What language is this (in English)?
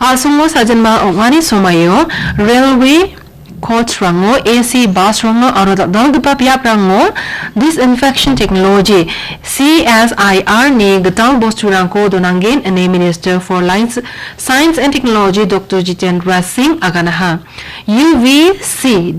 Garo